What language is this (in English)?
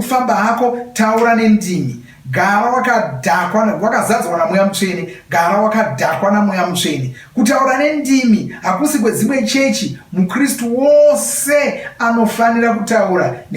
Shona